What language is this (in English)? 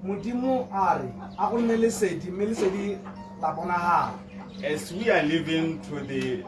Tswana